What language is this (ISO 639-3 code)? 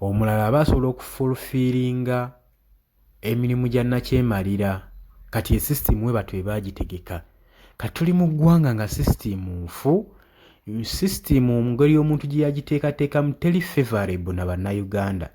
lug